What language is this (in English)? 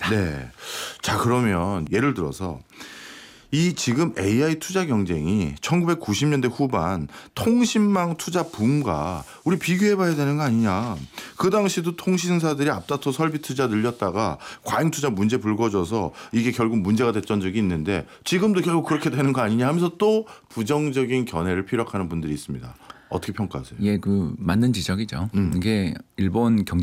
Korean